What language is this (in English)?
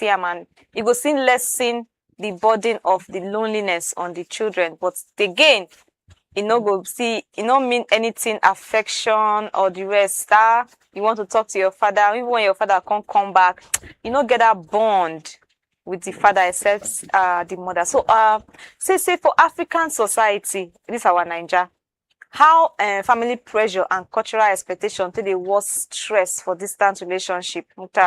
Nigerian Pidgin